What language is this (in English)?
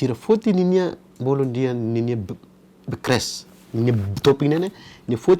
Tetum